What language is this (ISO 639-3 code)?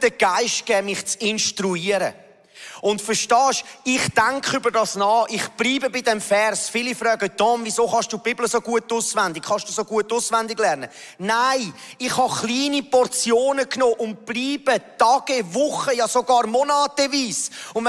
gsw